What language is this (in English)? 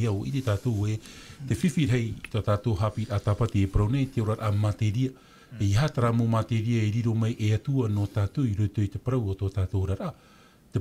Tahitian